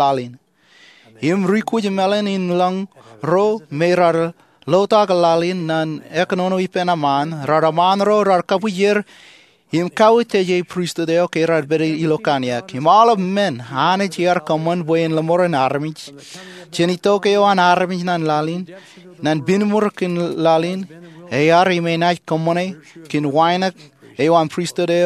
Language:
Marshallese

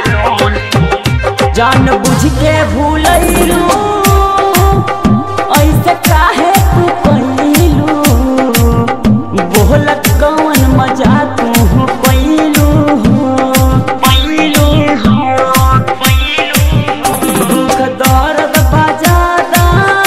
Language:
Bhojpuri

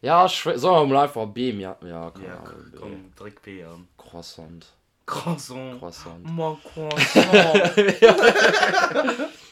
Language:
Luxembourgish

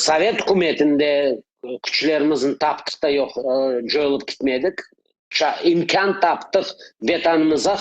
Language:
Crimean Tatar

